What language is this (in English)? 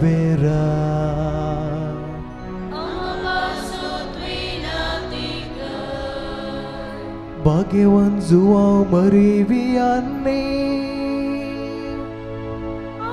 Konkani